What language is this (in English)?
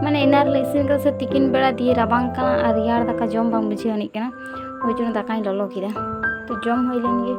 Santali